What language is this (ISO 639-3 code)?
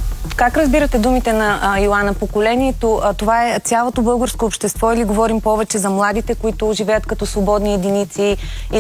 bul